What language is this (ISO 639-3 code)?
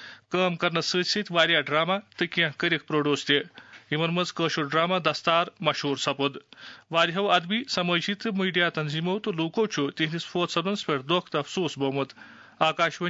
kas